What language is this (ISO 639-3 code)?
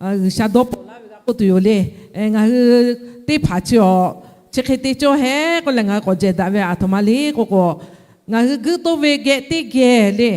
lhu